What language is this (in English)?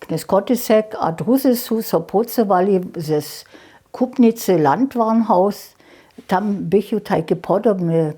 Upper Sorbian